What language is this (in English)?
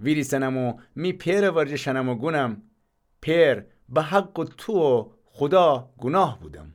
Gilaki